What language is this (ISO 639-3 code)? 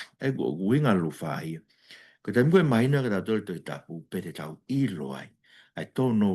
ton